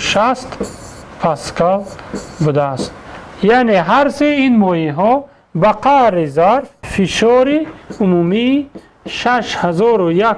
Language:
Tajik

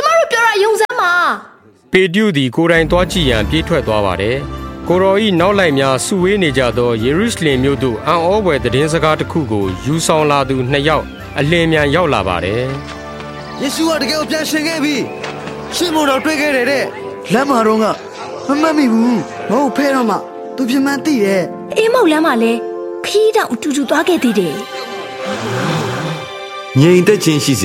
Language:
Burmese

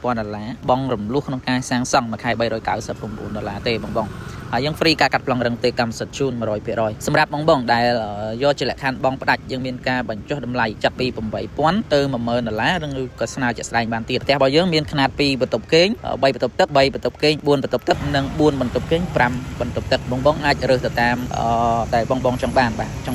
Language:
Khmer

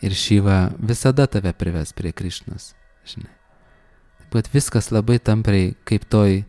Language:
Lithuanian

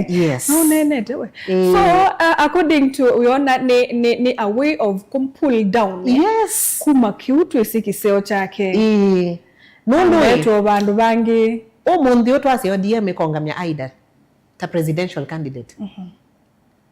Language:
Kamba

